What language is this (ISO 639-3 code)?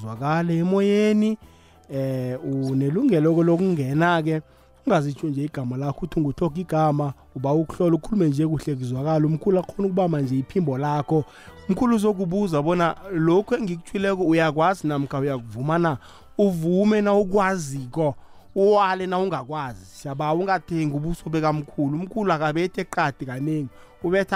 nbl